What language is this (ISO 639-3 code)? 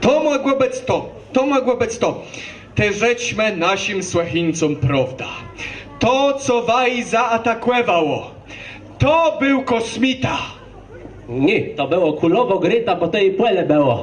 csb